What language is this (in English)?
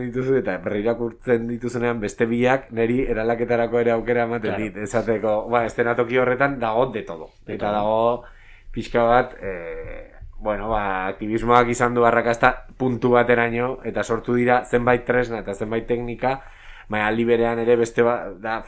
Basque